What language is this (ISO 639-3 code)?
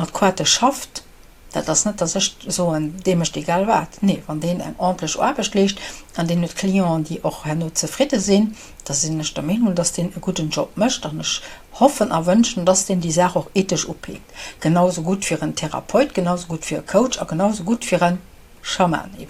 ltz